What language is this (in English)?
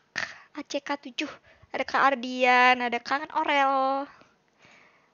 Indonesian